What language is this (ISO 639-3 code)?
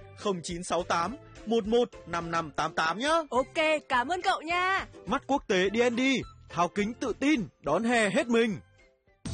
vie